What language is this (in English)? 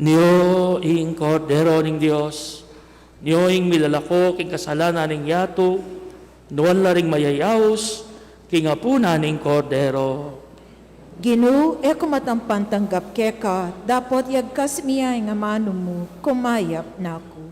Pampanga